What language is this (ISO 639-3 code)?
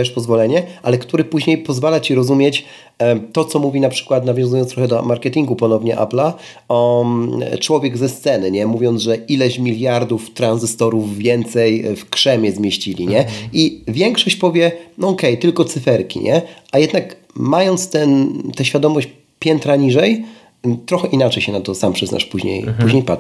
pol